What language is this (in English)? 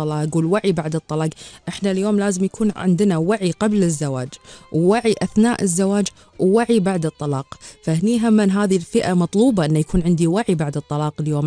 Gulf Arabic